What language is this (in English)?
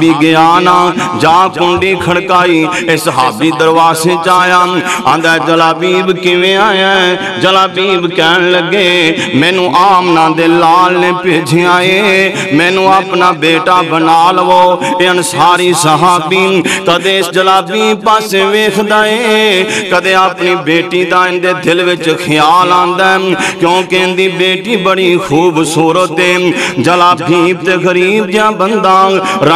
Western Panjabi